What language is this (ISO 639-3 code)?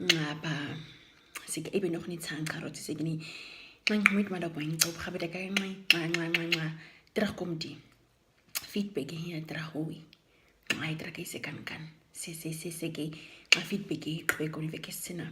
naq